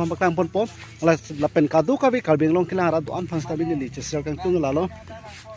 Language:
Karbi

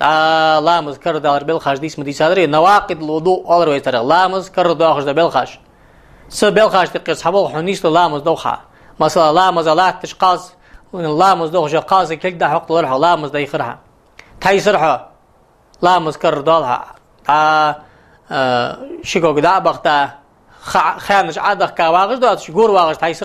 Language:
Ingush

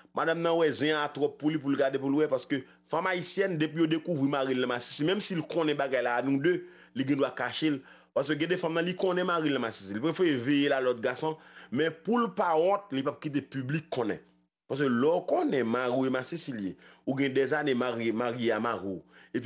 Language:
Haitian Creole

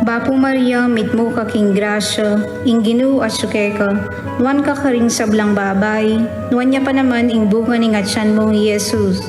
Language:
Pampanga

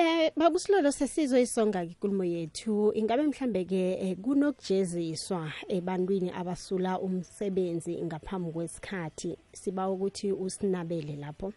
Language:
South Ndebele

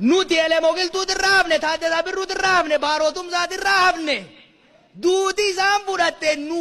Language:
Oromo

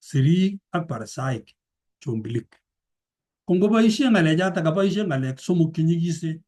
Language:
Kalenjin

